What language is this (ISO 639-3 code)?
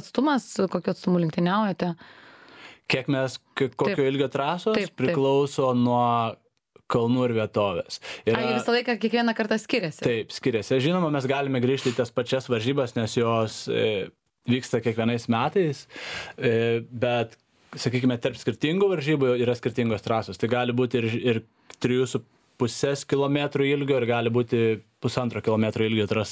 lit